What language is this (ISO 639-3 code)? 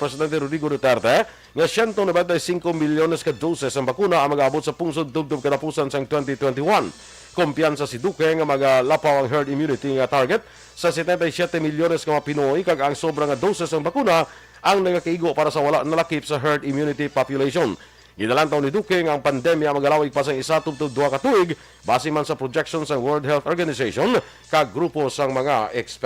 hil